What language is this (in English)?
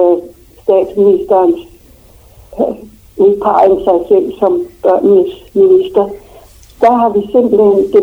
Danish